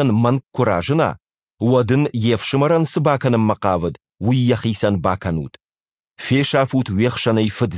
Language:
Ossetic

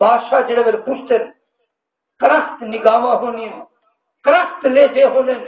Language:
Saraiki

